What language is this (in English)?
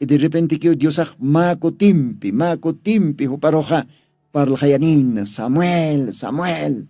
Aymara